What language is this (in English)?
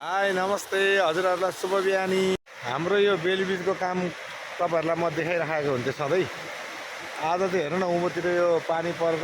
Nepali